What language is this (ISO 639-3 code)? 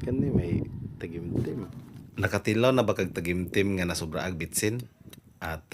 ceb